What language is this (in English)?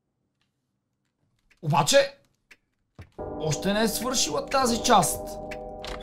Bulgarian